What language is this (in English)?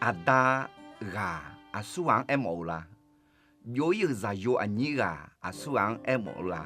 Akha